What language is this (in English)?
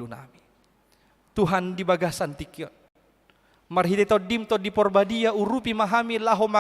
Batak Toba